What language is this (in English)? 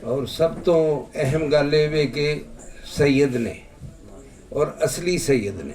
Western Panjabi